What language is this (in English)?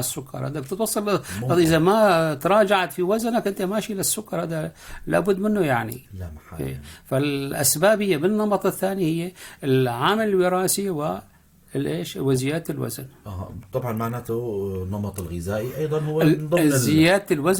North Levantine Arabic